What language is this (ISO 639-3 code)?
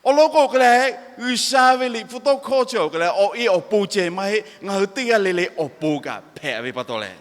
lhu